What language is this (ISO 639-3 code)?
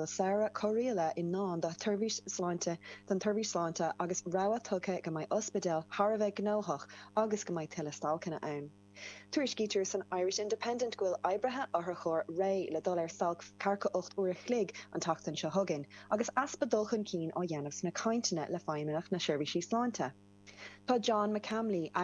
gle